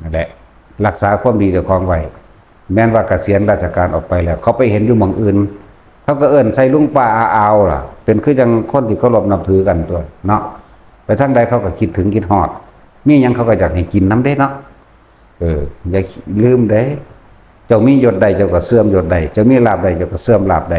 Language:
Northeastern Thai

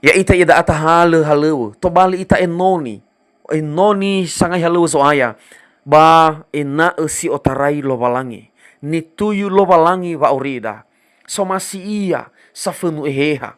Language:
Nias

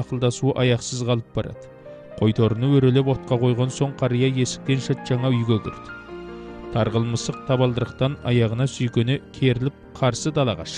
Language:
Kazakh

